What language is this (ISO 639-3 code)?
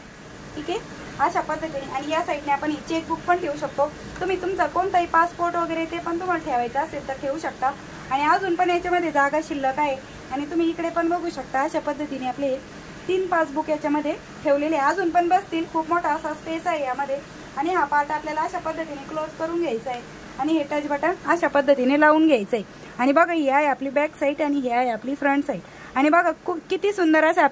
mar